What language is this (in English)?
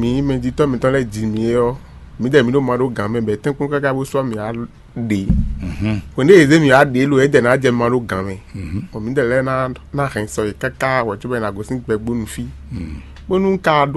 Fon